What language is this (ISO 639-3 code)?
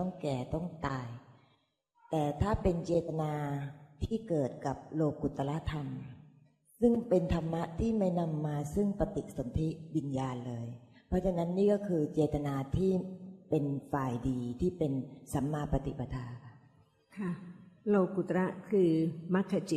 tha